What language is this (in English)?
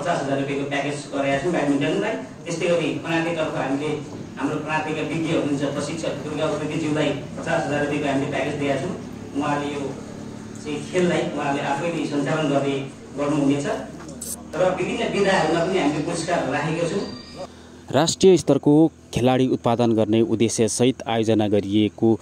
Nepali